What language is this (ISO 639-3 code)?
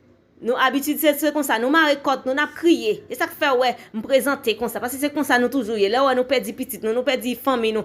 hat